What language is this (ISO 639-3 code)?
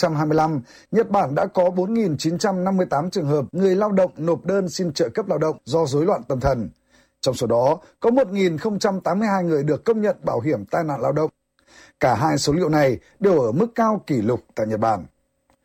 vie